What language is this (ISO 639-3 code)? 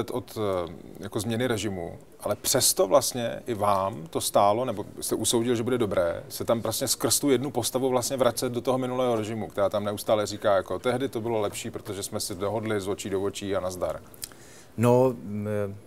ces